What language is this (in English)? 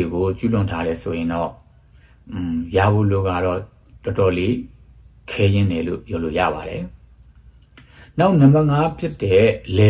Burmese